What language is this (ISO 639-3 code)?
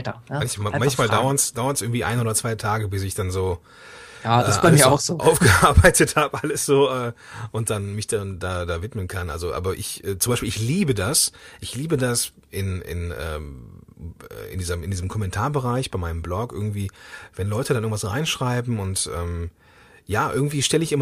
deu